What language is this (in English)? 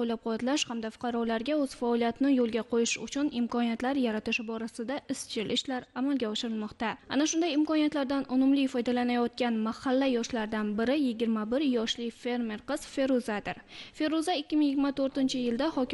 Uzbek